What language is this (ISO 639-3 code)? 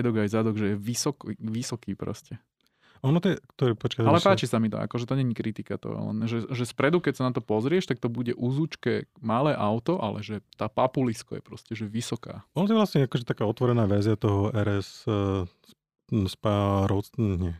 slk